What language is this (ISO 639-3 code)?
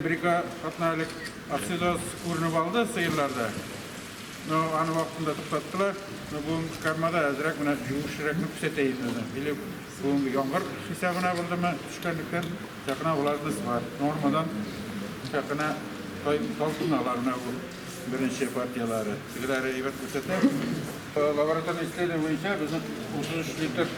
tat